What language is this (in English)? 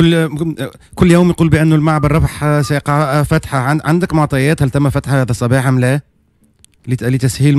Tunisian Arabic